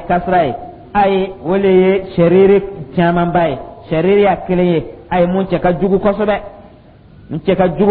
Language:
Dyula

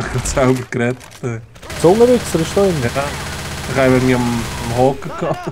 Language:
Swiss German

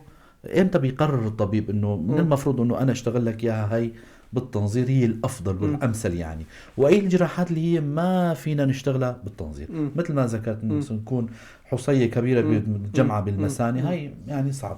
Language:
North Levantine Arabic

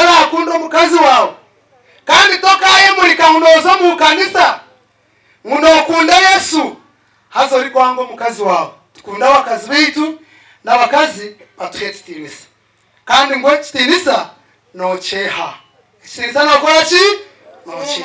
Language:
Nyankole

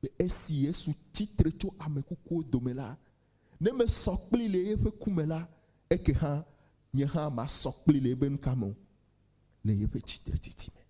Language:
Ewe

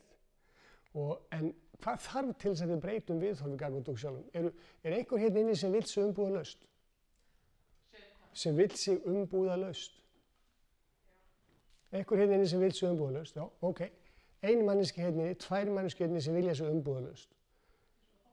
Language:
Icelandic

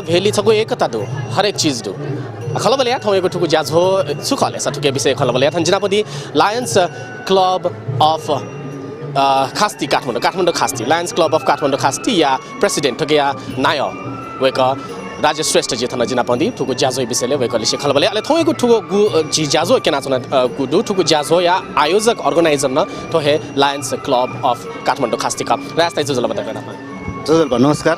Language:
Newari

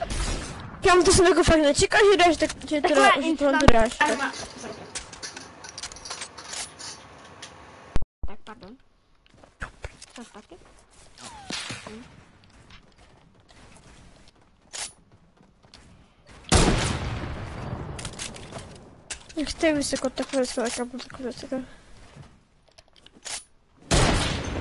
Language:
Czech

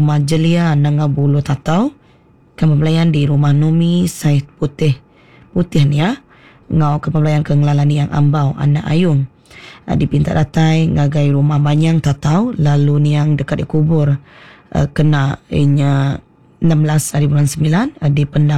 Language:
Iban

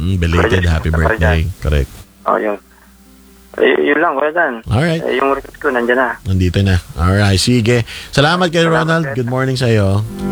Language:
Filipino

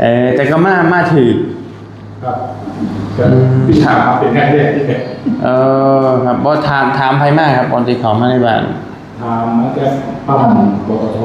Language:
Northeastern Thai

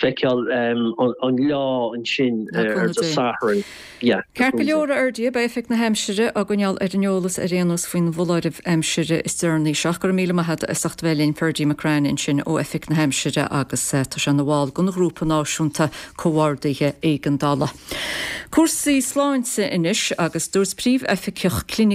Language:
Irish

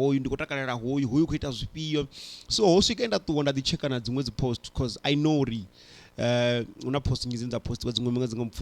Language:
Venda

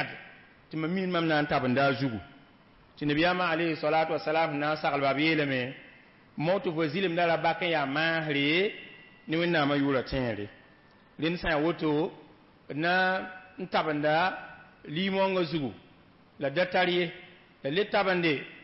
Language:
Mossi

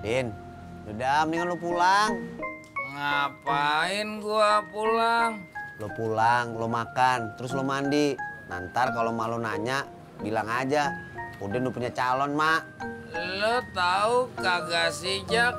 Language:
Betawi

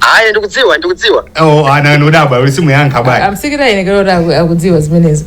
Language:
Nyanja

